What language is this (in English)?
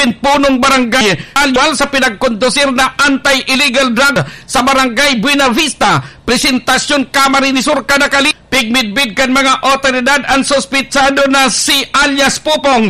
Bikol